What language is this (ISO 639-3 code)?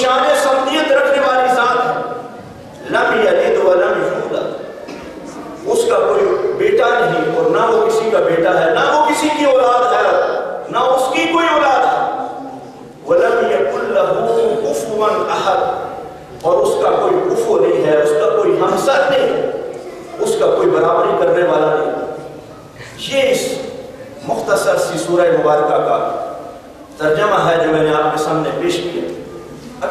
urd